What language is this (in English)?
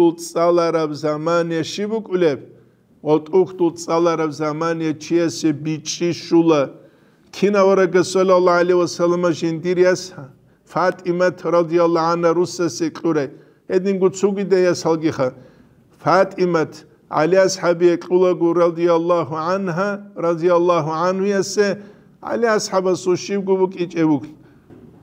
Avaric